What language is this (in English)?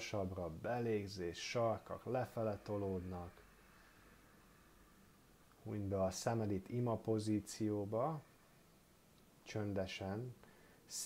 Hungarian